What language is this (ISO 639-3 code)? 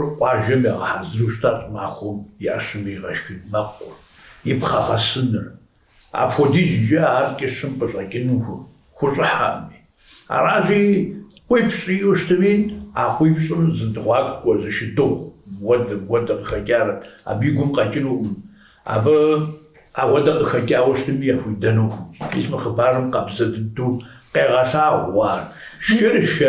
kbd